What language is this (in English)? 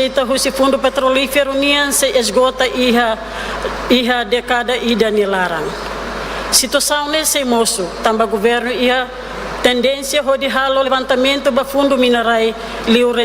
Tetum